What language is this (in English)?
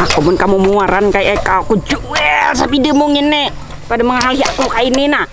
Banjar